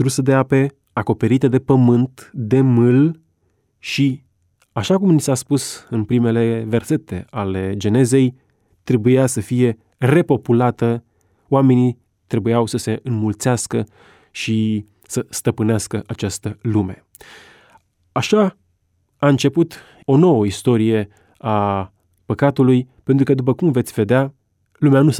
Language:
Romanian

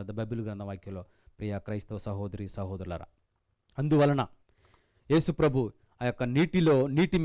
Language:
Telugu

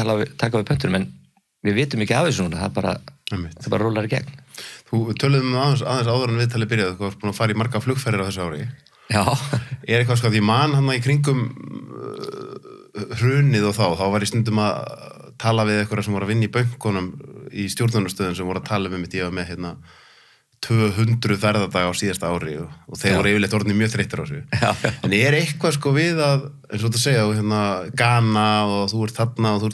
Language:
Icelandic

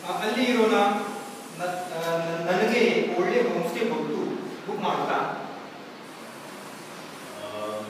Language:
Kannada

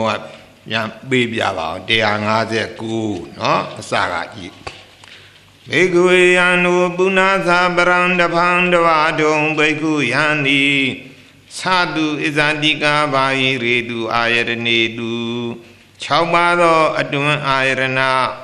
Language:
Burmese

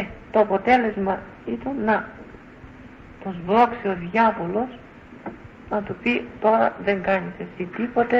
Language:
Greek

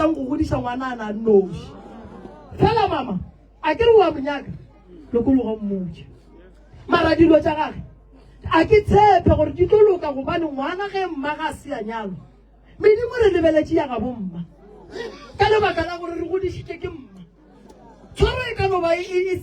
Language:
Northern Sotho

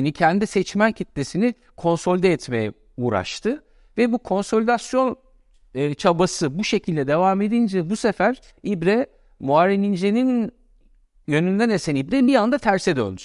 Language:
Turkish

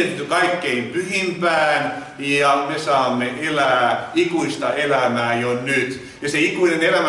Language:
Finnish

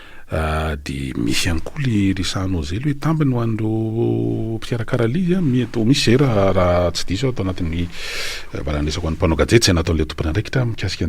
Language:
Malagasy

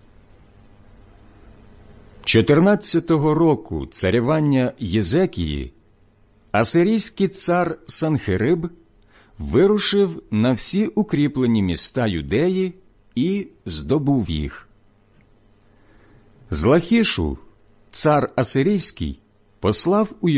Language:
Ukrainian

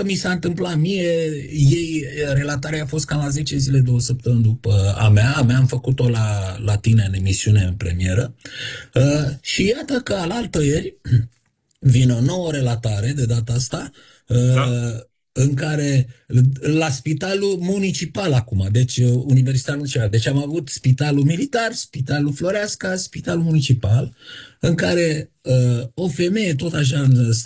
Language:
Romanian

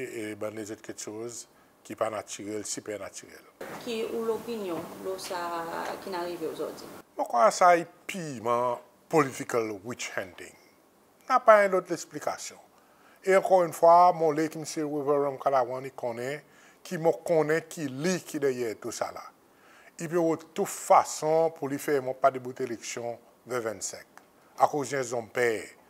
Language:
Seselwa Creole French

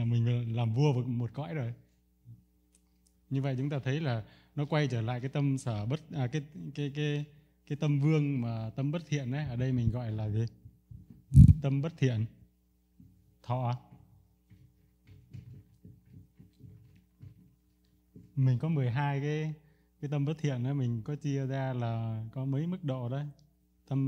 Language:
Vietnamese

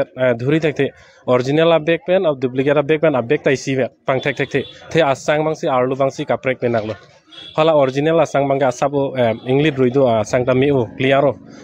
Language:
Karbi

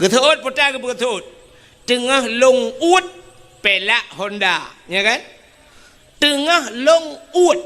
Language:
Achinese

